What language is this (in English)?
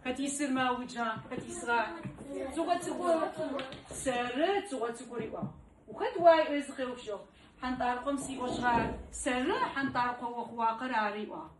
Adyghe